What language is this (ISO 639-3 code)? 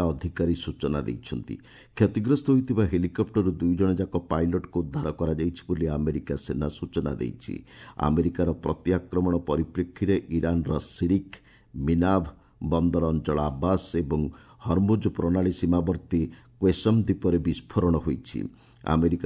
ori